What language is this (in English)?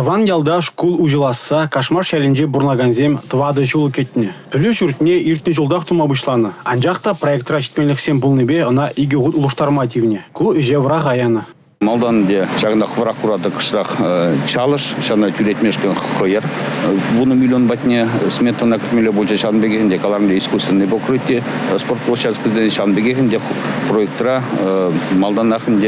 Chuvash